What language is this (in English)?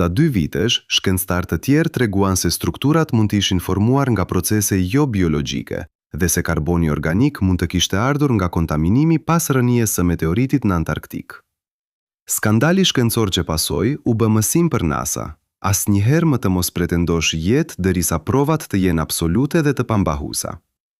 Albanian